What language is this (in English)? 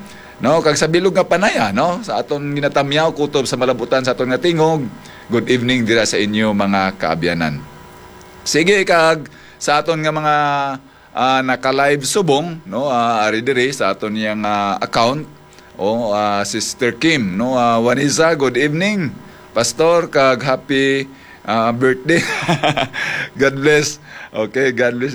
Hiligaynon